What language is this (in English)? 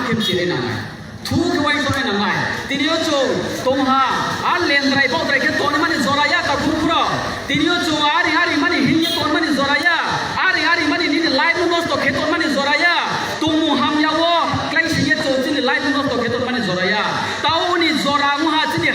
Riang (India)